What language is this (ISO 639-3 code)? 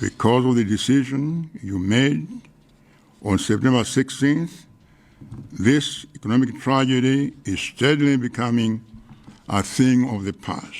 eng